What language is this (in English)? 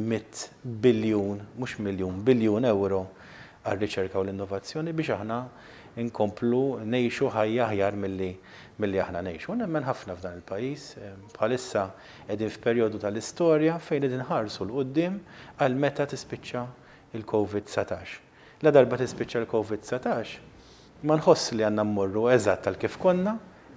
Maltese